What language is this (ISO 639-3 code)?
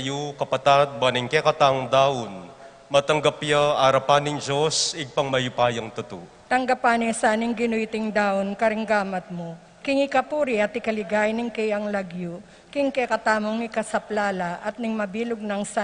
pam